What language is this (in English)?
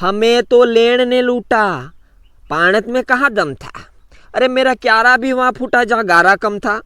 Rajasthani